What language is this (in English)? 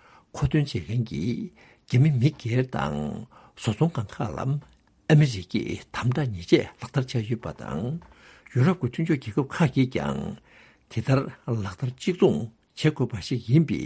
Tibetan